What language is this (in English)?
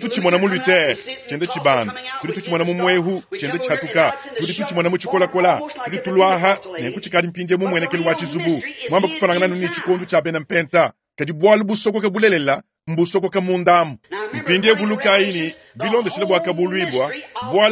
Luba-Lulua